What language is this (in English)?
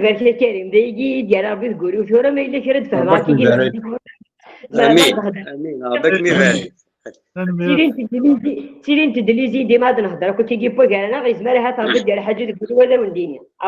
Kabyle